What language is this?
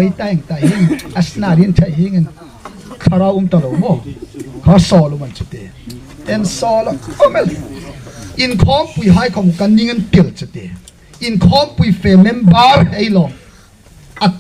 Hmar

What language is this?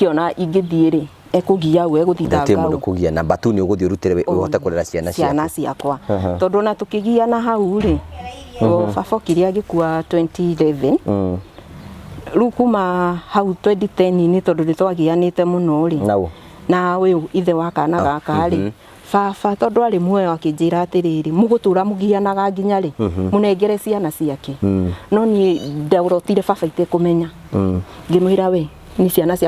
Kikuyu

